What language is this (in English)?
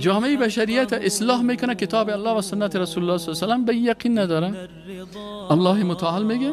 Persian